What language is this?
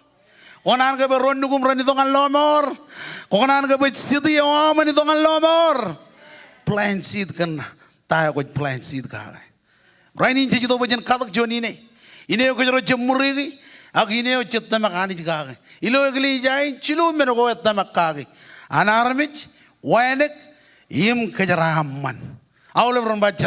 Marshallese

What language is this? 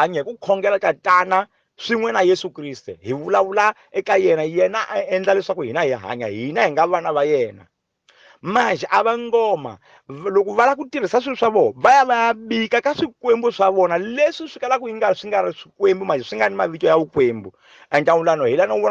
Tsonga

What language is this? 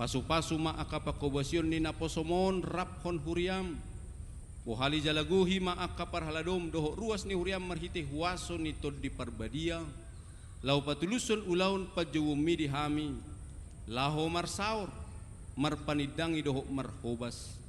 Batak Toba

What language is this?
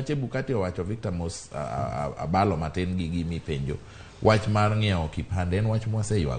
Luo (Kenya and Tanzania)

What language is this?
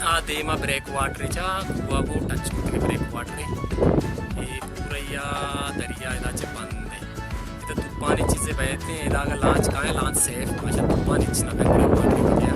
Baluchi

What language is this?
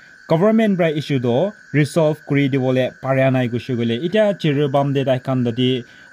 Naga Pidgin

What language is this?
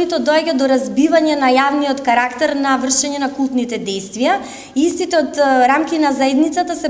Macedonian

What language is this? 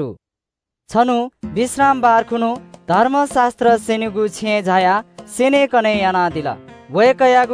Newari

